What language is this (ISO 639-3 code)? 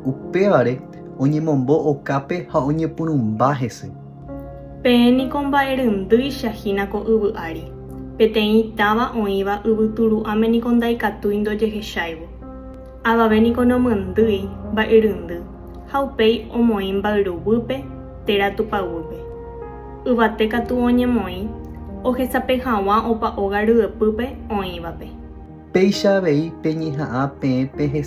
grn